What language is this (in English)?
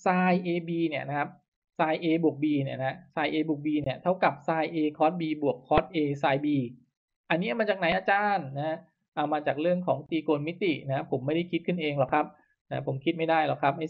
Thai